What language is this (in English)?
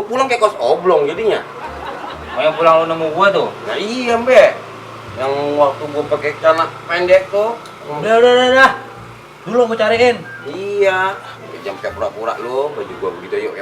Betawi